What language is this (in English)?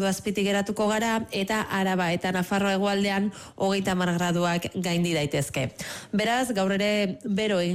Basque